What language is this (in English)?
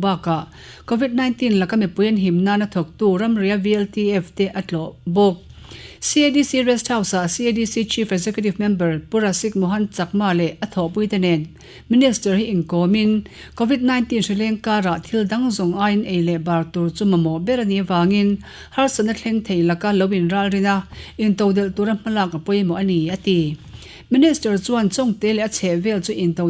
Mizo